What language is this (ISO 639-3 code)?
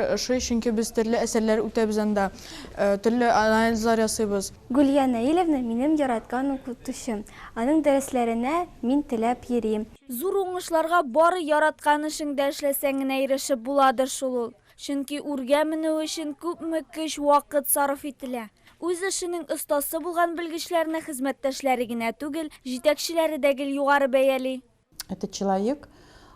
tat